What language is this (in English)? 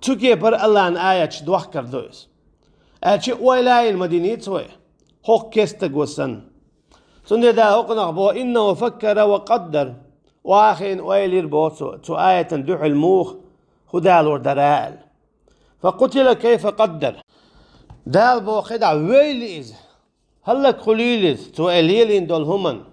Chechen